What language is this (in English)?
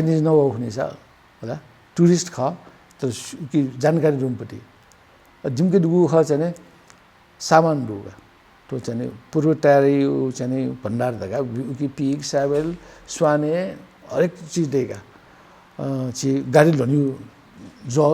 Newari